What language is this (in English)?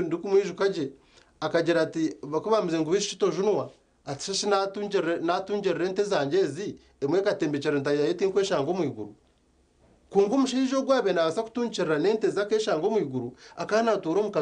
Nyankole